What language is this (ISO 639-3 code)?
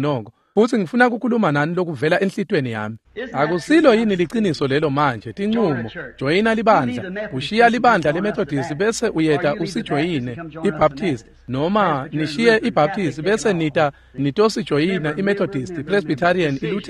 ssw